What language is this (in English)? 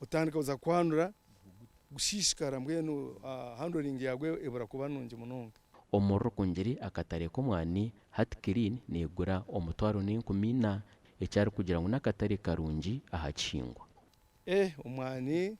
Nyankole